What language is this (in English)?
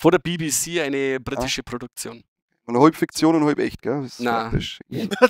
Bavarian